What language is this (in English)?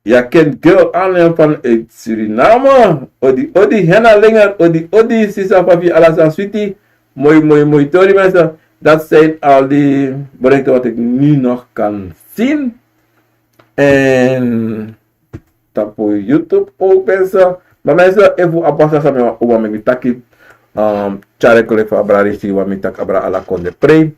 Sranan Tongo